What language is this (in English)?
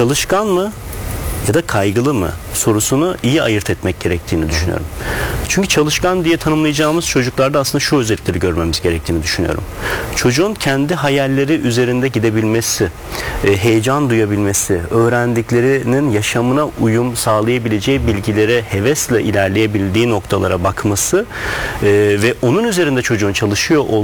Turkish